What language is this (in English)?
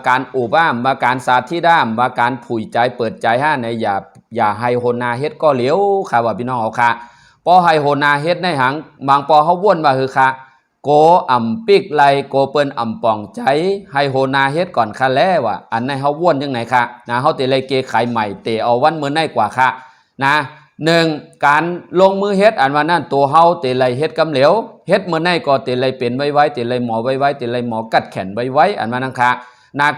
Shan